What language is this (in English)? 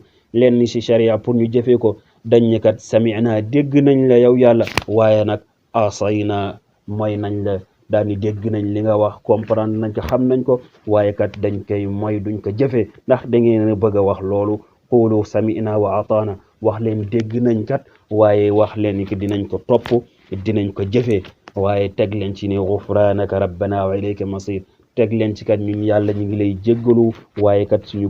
Wolof